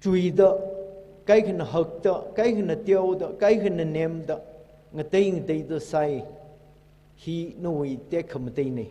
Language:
Tangkhul Naga (India)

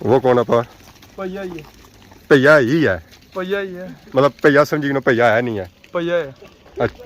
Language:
Pahari-Potwari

